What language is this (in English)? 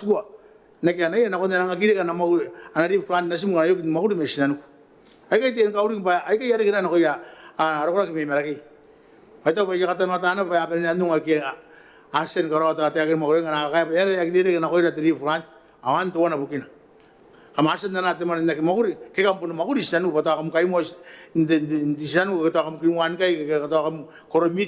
Gilbertese